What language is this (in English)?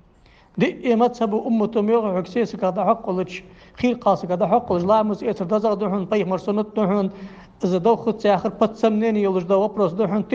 Ingush